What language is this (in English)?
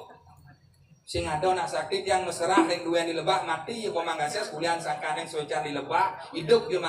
Balinese